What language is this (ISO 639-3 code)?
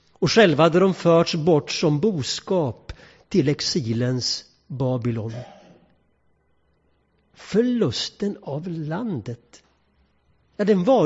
swe